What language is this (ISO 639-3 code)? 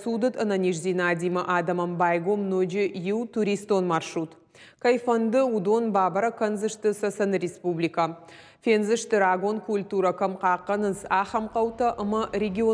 oss